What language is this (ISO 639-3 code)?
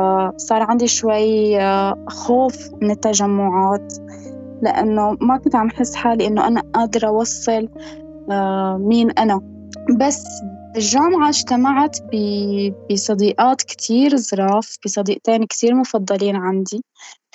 apc